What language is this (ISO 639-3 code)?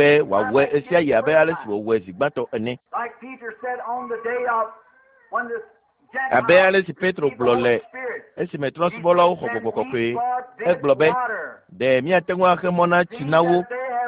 ewe